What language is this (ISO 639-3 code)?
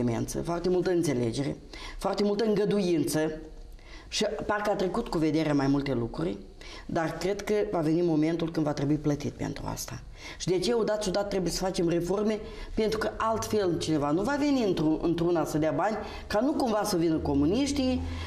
ron